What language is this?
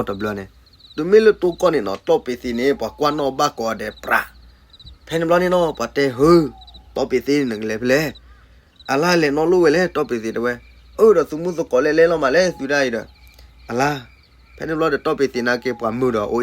S'gaw Karen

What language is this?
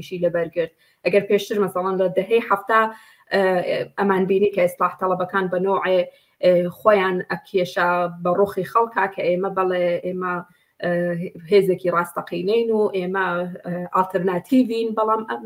Central Kurdish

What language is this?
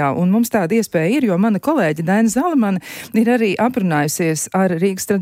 Latvian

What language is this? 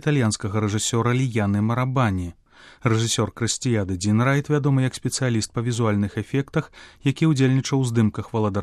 Belarusian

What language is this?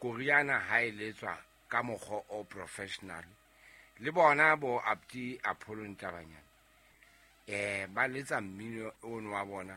Southern Sotho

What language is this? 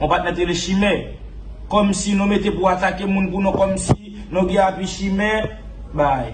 Haitian Creole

